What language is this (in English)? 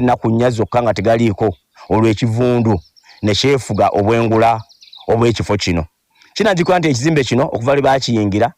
Ganda